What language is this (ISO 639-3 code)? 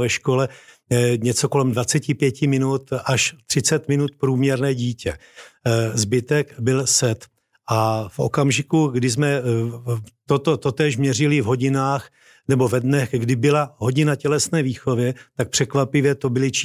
ces